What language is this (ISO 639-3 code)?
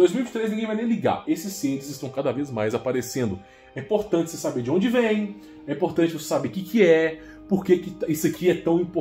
por